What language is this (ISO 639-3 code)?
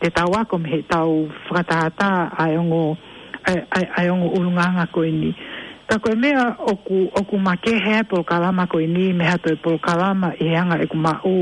ton